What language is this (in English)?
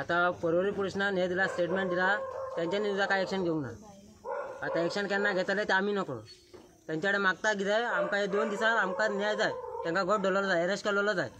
Konkani